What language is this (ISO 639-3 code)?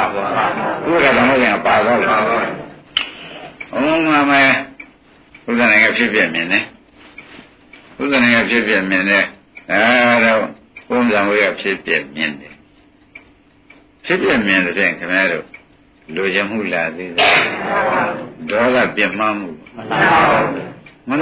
mya